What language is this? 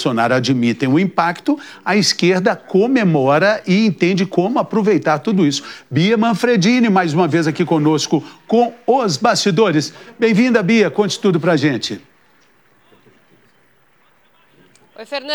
Portuguese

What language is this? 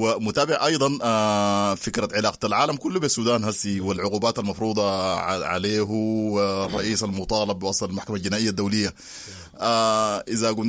Sudanese Arabic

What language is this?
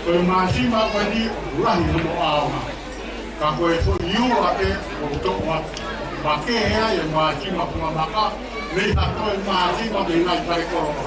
Tongan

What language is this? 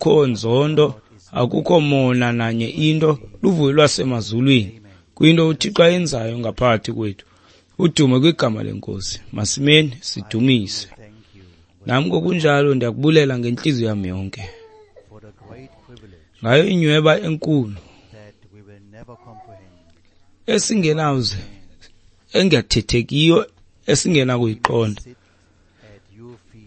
Xhosa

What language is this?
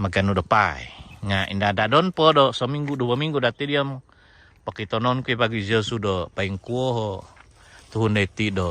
Central Dusun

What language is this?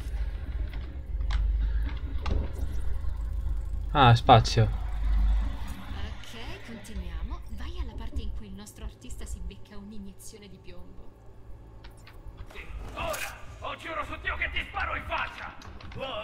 Italian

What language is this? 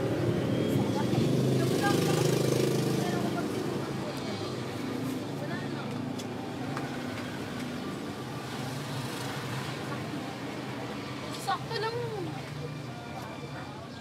Filipino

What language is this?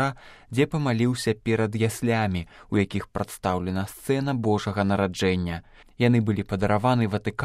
Belarusian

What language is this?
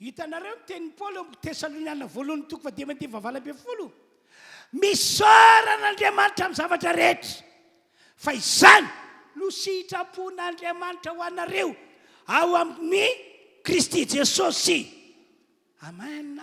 Malagasy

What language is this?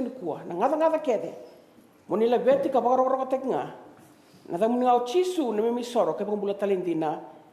Fijian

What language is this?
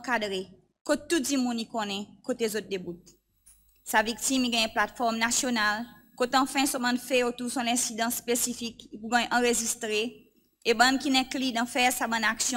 Seselwa Creole French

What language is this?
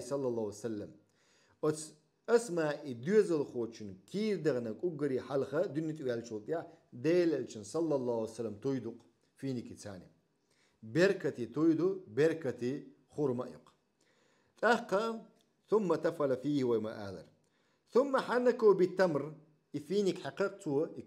Chechen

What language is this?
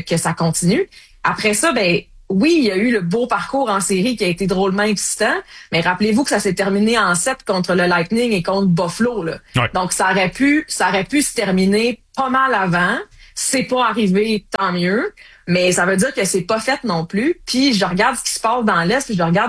French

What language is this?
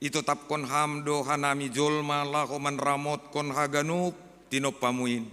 Batak Simalungun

